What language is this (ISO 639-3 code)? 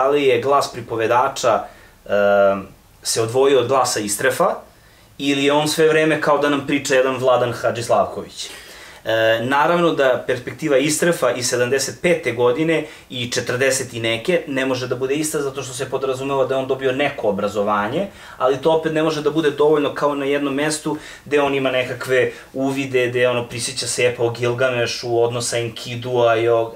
srp